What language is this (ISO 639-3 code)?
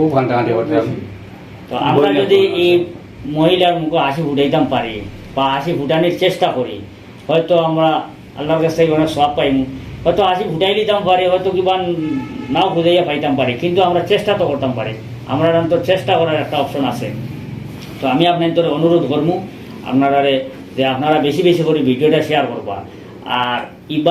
syl